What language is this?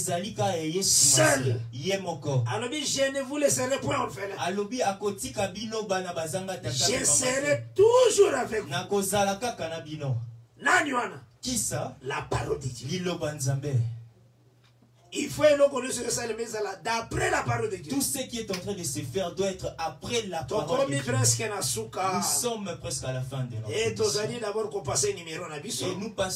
French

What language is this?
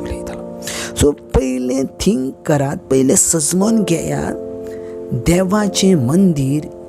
Konkani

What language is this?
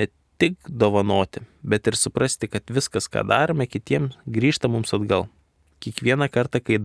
Lithuanian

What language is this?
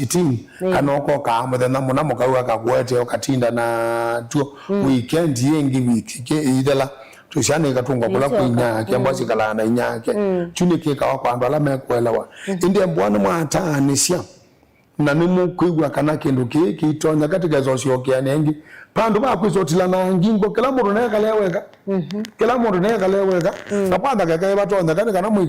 Kamba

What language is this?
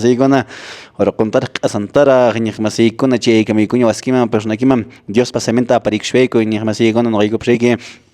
Quechua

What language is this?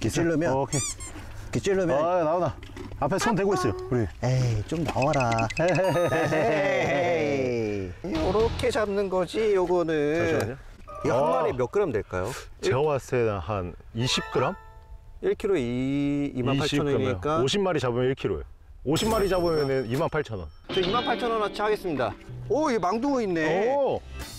Korean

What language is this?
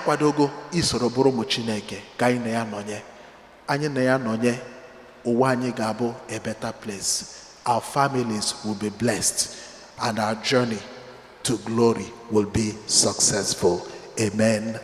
Igbo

